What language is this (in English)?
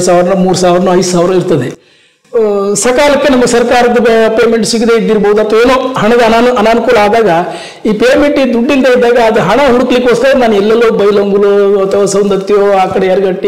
Kannada